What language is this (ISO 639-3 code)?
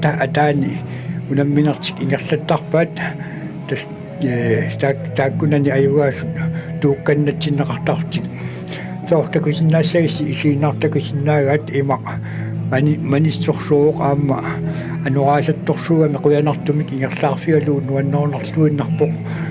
kal